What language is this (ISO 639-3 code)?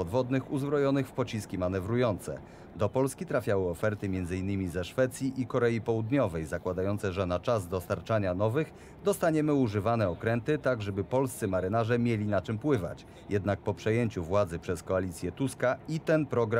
pol